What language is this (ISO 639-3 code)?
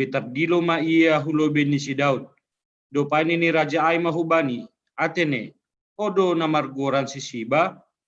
bts